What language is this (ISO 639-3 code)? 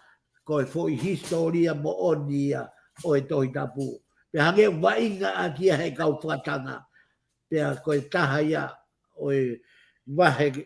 ton